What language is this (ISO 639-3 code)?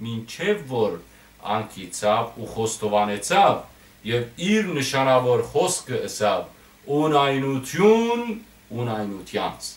hyw